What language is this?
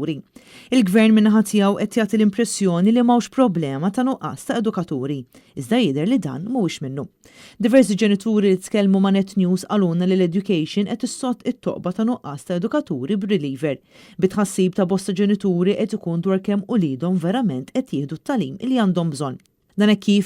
Maltese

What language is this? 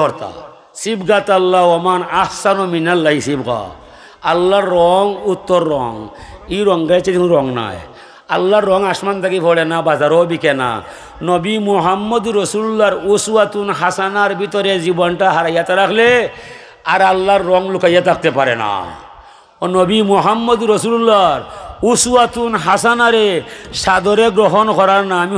Sylheti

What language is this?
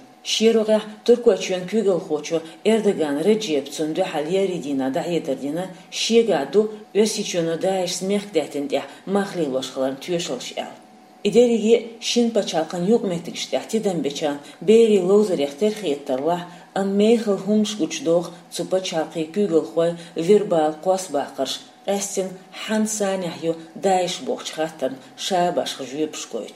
Chechen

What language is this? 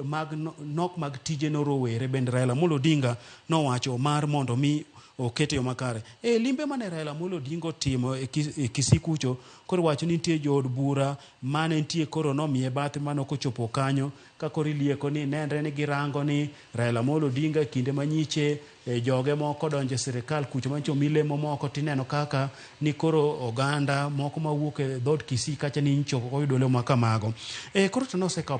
Luo (Kenya and Tanzania)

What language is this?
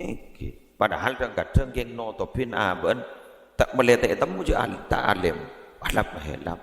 Madurese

